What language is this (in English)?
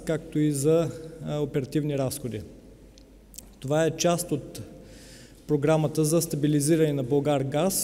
Bulgarian